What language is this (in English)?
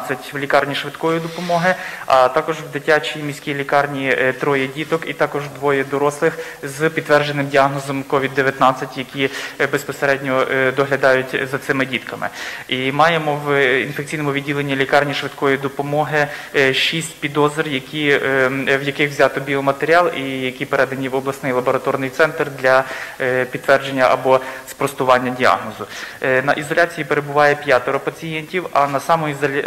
Ukrainian